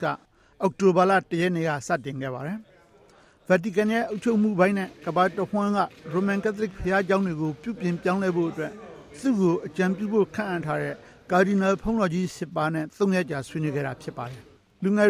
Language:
Burmese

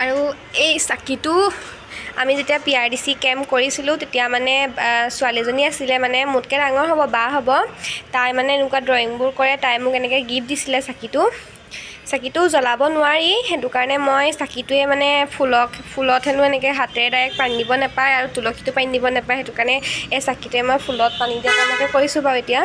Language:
Assamese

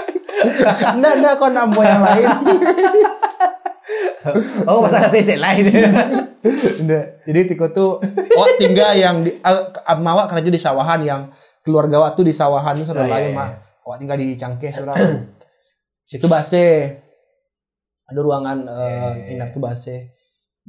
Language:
Indonesian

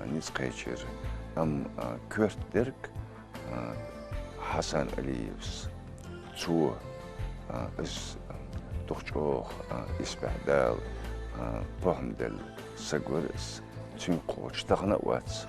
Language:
Chechen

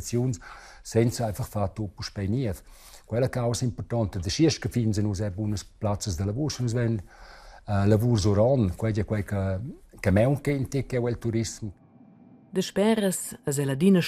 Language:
Romansh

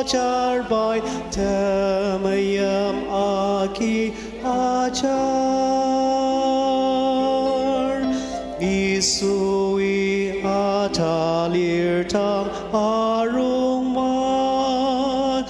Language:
Ao Naga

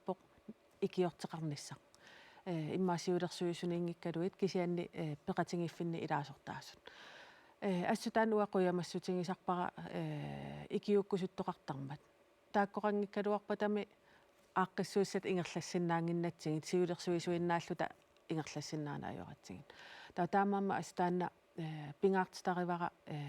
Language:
Kalaallisut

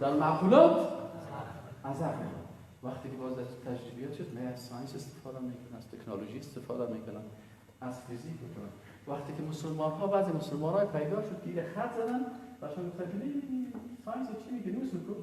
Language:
Persian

